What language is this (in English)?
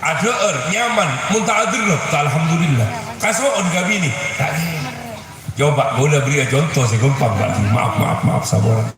Madurese